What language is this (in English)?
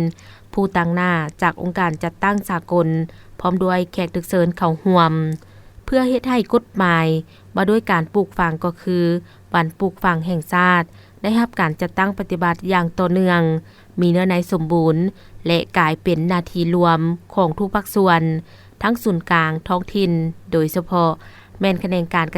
Lao